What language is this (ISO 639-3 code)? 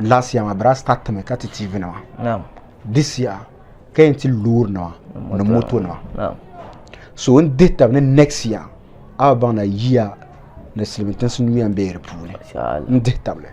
dag